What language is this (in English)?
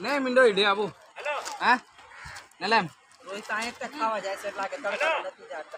Santali